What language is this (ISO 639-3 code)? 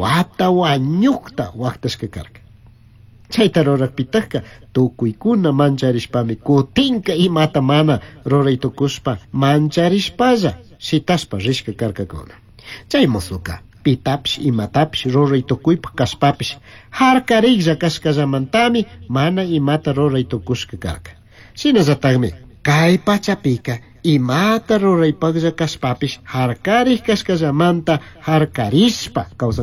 qug